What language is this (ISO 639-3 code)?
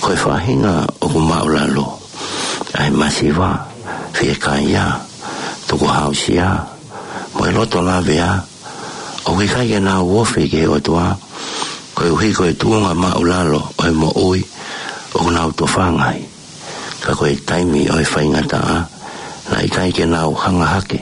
ton